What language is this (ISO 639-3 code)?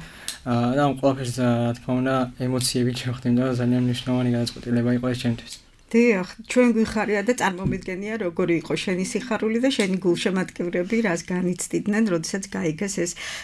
kat